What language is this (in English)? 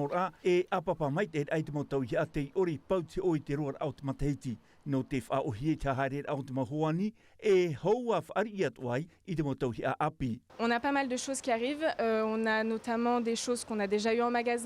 Tahitian